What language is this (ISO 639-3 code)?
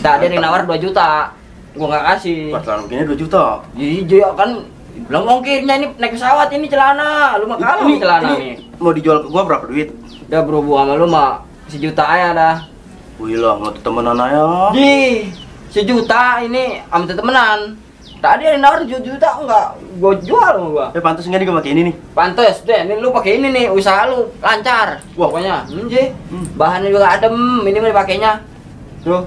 bew